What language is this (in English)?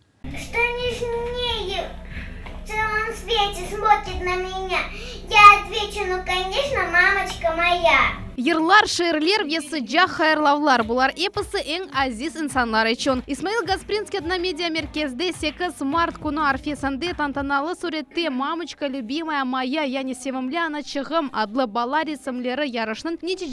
Crimean Tatar